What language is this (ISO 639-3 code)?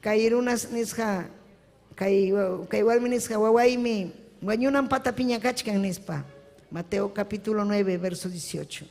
quy